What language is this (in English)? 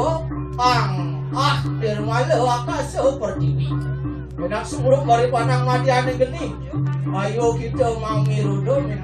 Balinese